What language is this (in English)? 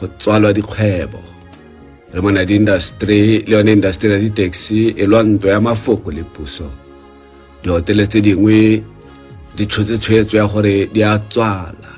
Tswana